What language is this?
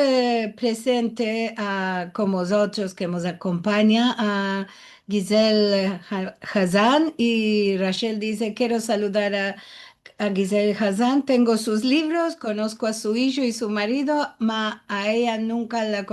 Ladino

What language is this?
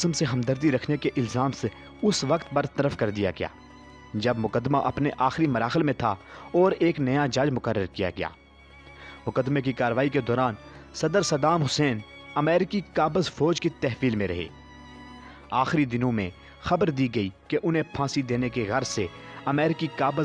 Urdu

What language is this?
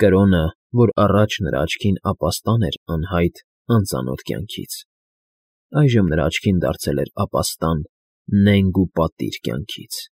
Armenian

